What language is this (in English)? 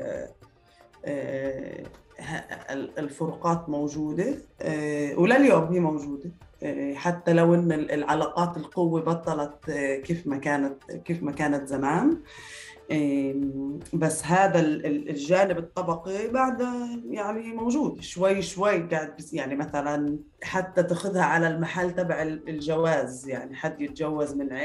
North Levantine Arabic